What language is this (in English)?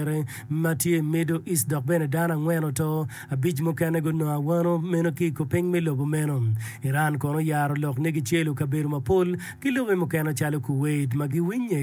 Acoli